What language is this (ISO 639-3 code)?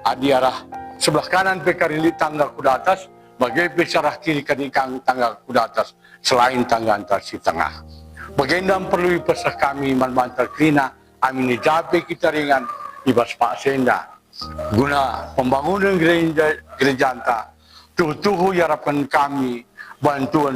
btx